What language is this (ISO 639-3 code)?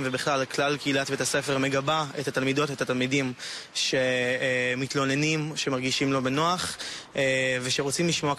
heb